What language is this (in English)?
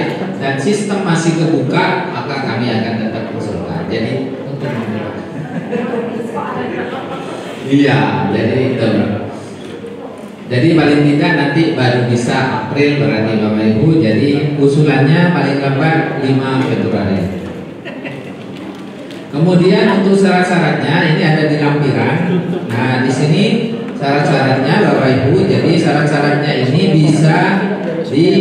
Indonesian